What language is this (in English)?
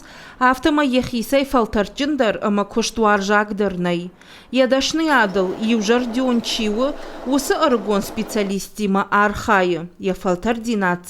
Ossetic